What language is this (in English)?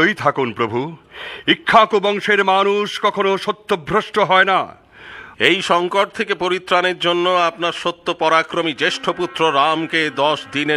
Bangla